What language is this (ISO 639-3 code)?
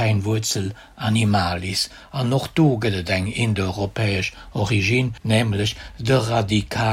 ltz